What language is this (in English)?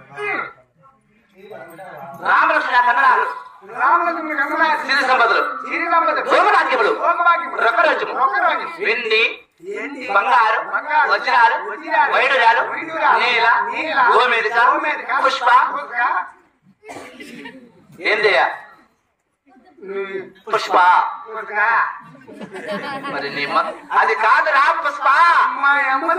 Telugu